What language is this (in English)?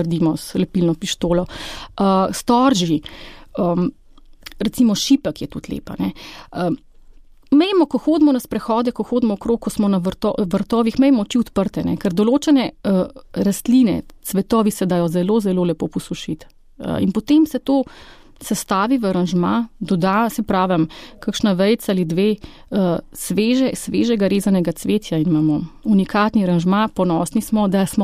Slovenian